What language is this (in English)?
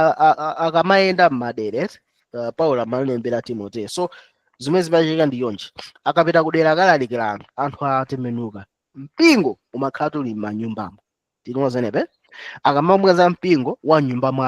Nyanja